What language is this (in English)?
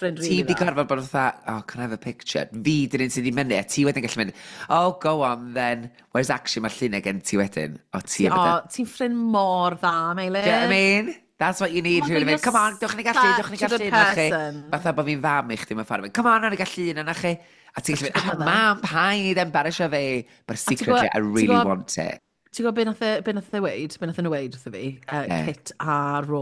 Welsh